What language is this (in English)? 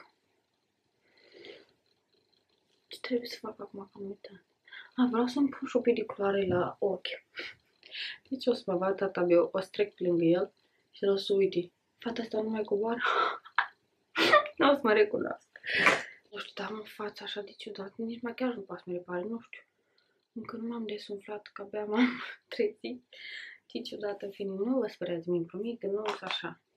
Romanian